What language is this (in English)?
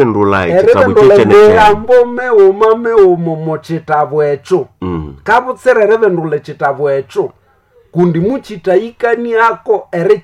Nande